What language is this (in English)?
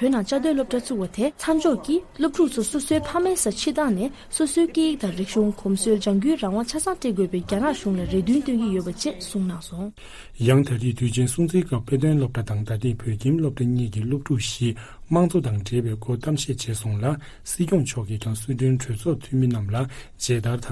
Tibetan